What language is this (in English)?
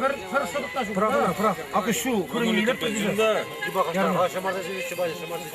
Chuvash